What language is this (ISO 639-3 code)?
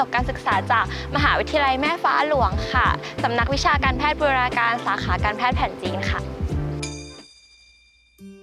tha